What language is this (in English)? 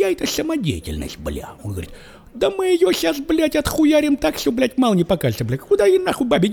Russian